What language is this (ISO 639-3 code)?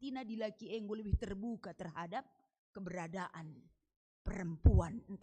btx